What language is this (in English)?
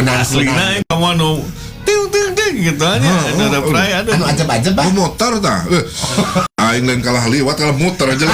Sundanese